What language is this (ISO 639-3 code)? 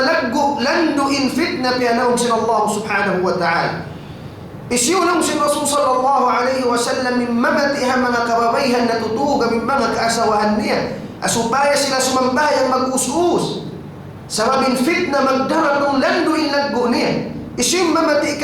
tsg